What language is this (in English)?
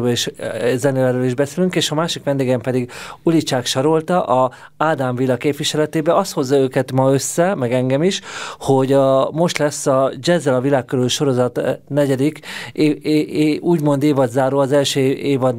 Hungarian